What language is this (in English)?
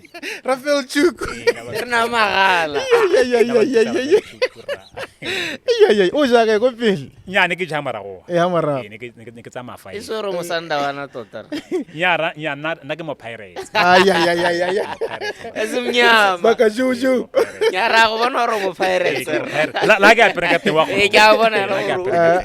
Tswana